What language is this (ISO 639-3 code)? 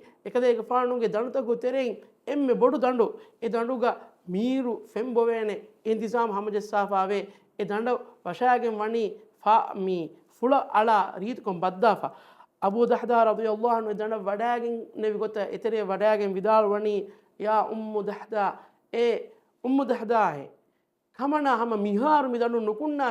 div